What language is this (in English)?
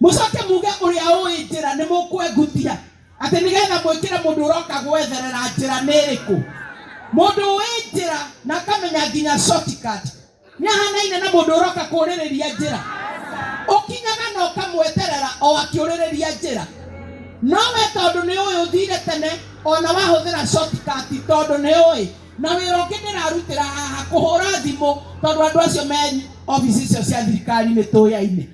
Kikuyu